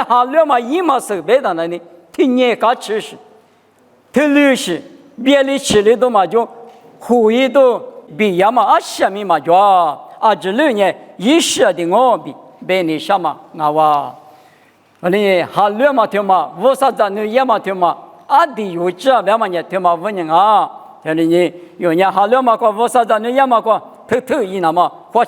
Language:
Lisu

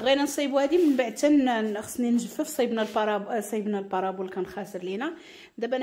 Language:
Moroccan Arabic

